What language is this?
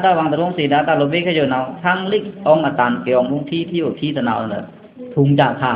Pa'o Karen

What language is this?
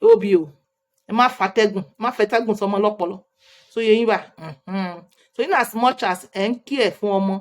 Yoruba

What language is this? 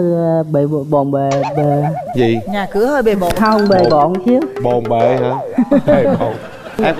Vietnamese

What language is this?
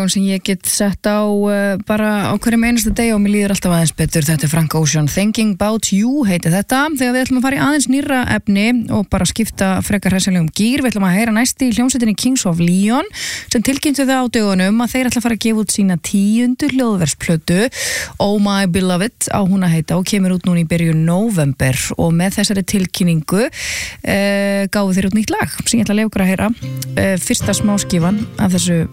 Icelandic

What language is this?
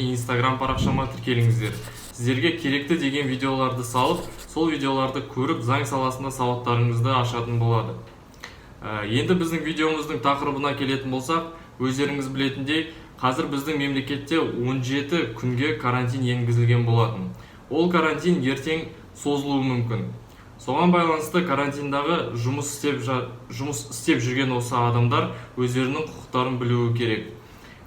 Kazakh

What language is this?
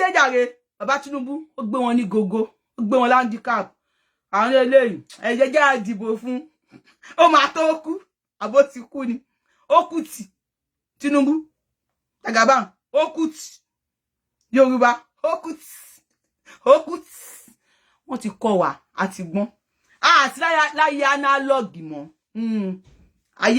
Yoruba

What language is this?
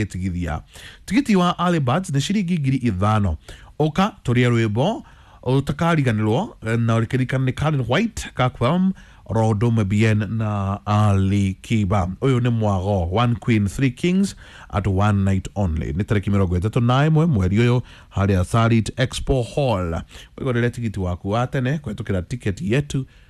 Kikuyu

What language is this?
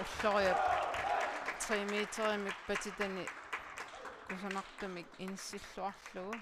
Kalaallisut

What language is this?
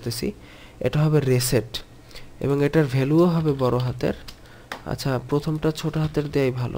Bangla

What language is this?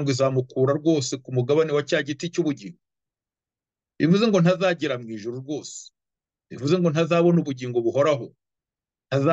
Kinyarwanda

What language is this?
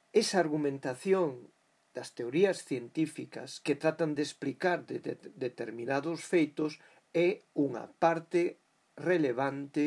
Galician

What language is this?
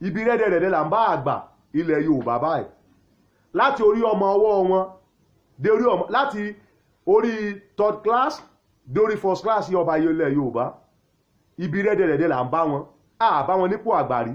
Yoruba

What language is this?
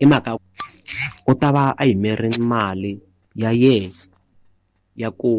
Tsonga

